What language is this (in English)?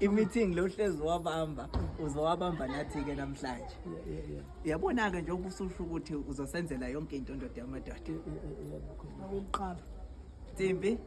Zulu